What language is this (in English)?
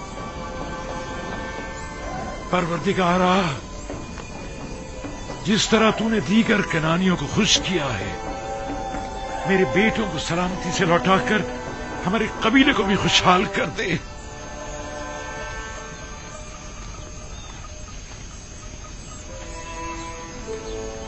Urdu